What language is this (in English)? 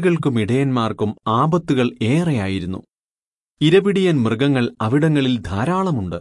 Malayalam